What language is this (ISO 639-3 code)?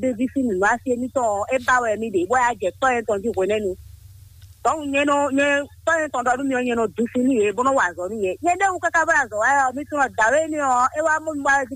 fon